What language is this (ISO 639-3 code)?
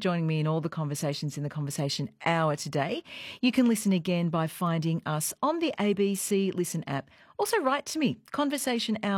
eng